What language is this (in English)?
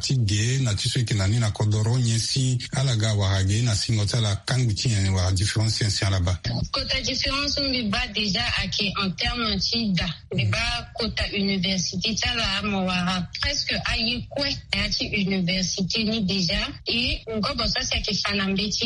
Sango